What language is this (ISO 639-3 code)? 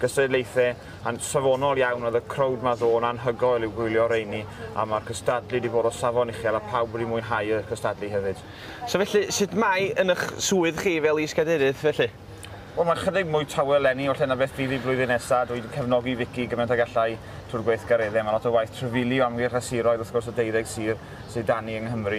cym